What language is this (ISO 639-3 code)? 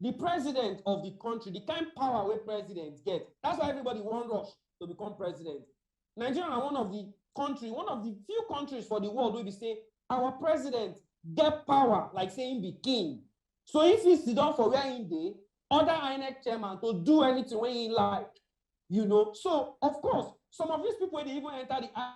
pcm